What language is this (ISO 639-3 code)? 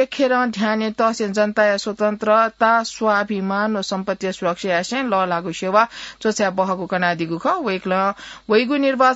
new